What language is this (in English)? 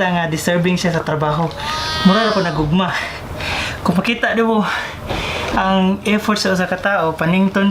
Cebuano